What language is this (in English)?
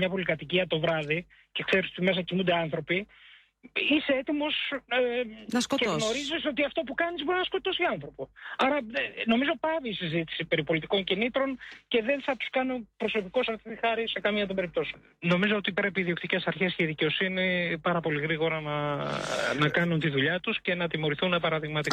Greek